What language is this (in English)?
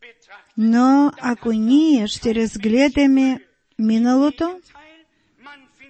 Bulgarian